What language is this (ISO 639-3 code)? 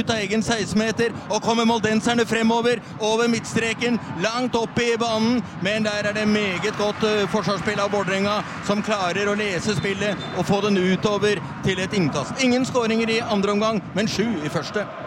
nor